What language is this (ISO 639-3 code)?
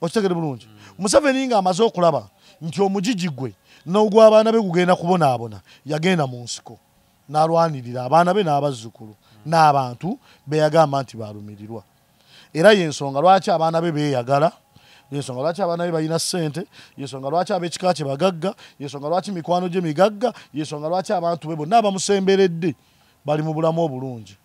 lug